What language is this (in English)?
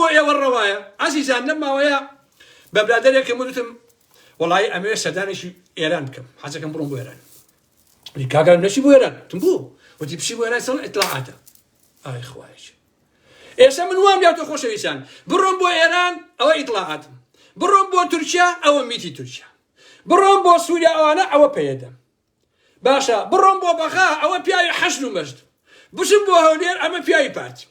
Central Kurdish